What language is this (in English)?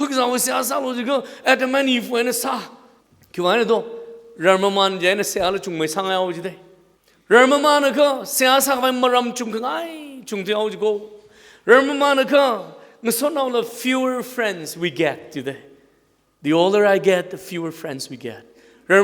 Tangkhul Naga (India)